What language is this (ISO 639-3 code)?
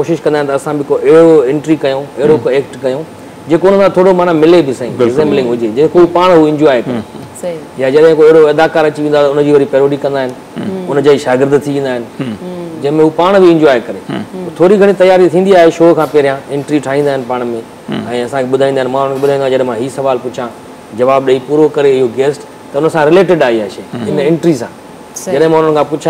snd